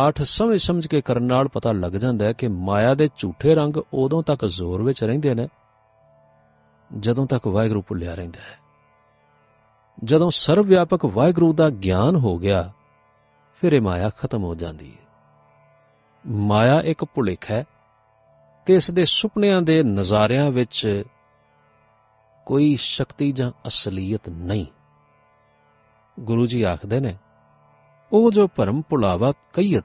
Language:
Punjabi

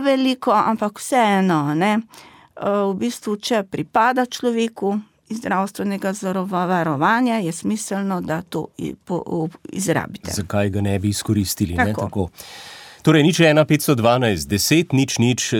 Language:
Slovenian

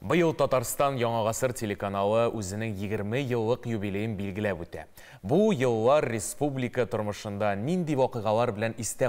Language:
Tatar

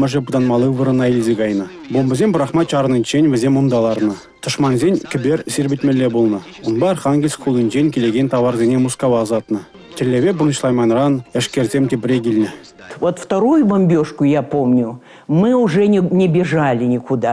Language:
Chuvash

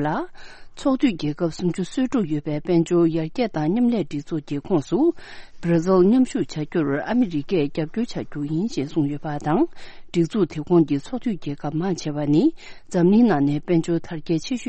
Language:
Tibetan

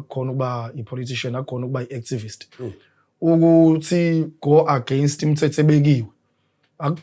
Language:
Zulu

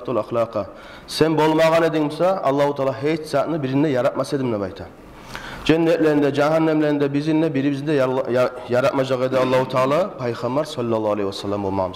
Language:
Kumyk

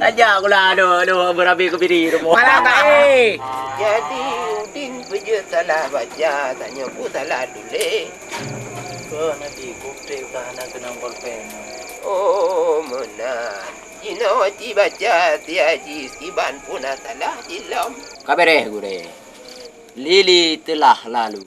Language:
Achinese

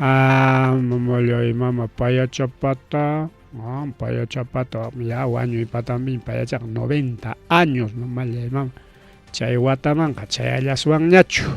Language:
Ayacucho Quechua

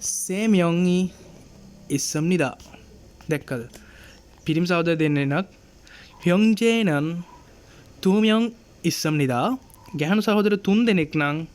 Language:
Sinhala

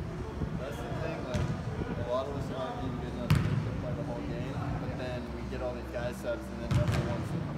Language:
English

